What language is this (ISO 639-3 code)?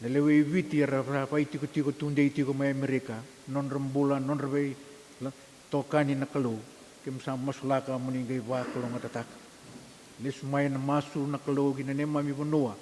fij